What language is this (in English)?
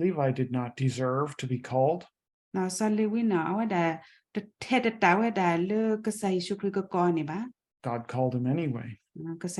S'gaw Karen